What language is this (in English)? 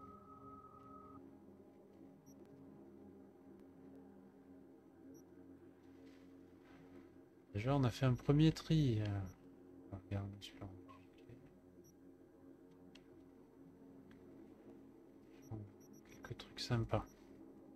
French